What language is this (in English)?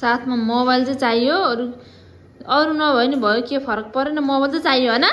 Nepali